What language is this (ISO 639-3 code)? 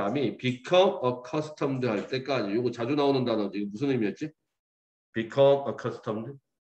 kor